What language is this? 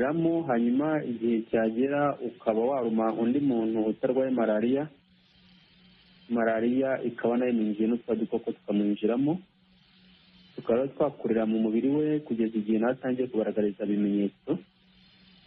Kinyarwanda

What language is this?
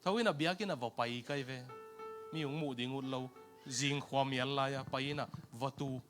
Tedim Chin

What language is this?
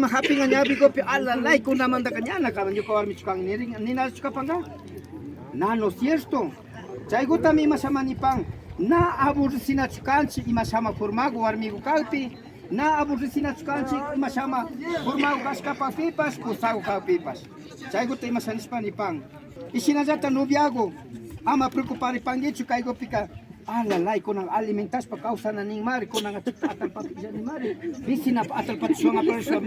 Imbabura Highland Quichua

